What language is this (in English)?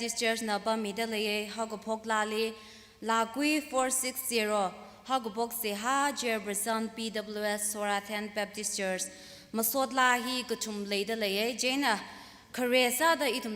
Tangkhul Naga (India)